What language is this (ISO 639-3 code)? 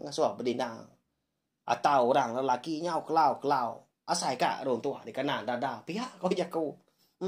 iba